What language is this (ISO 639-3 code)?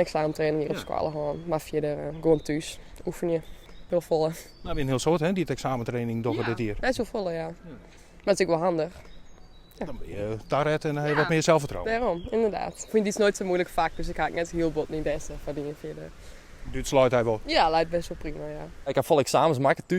fry